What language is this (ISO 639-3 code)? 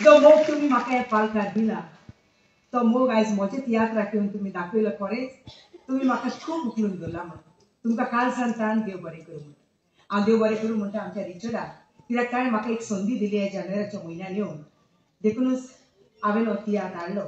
kok